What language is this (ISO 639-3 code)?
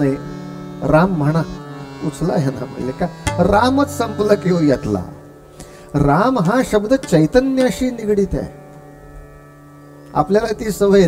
mar